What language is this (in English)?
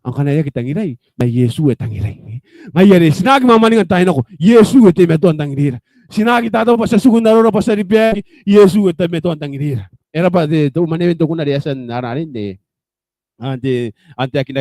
Gilbertese